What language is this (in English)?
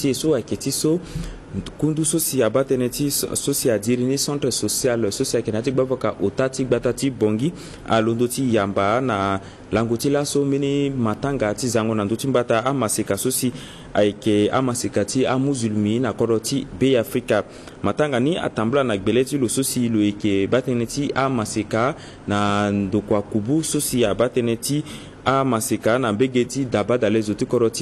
Sango